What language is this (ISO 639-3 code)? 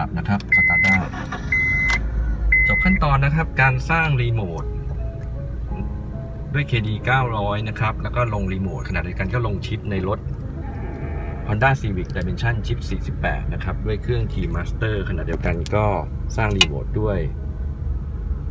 tha